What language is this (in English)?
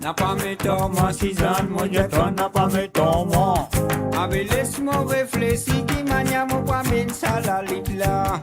Morisyen